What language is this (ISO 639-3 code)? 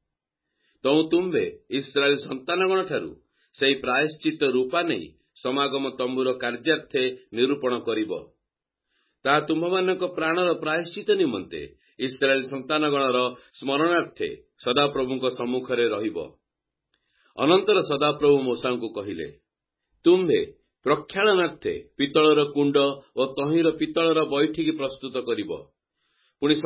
ori